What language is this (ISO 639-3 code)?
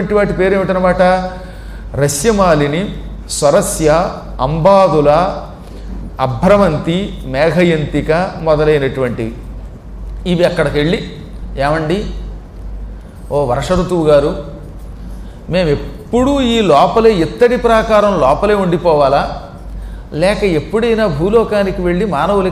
tel